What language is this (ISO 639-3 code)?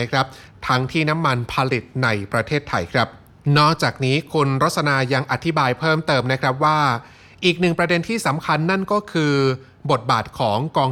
tha